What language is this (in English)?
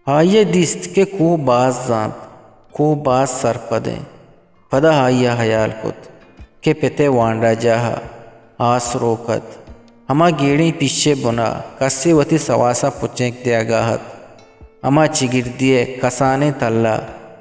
Eastern Balochi